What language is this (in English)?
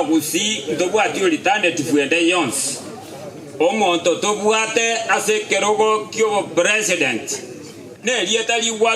Gusii